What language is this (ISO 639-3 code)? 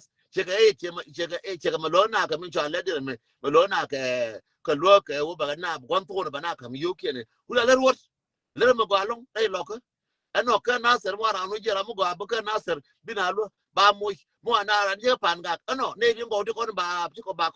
nus